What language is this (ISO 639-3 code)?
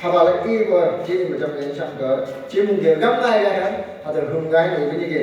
nph